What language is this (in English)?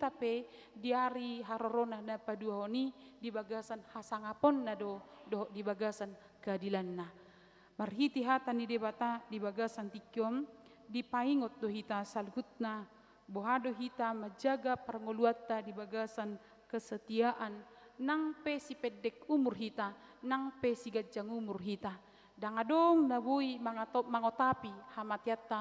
Batak Toba